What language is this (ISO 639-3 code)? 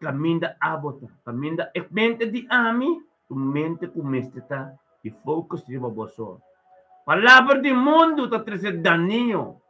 pap